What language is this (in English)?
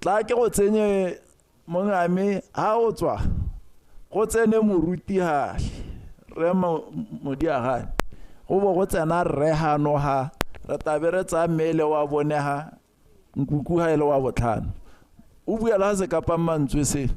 Tswana